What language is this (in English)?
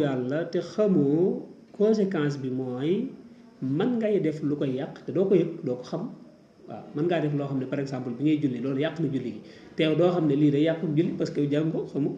Wolof